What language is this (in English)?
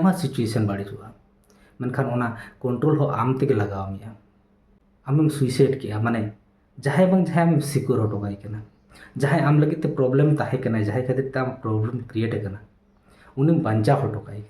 Santali